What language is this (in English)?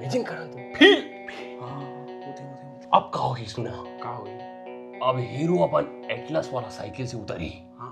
Chhattisgarhi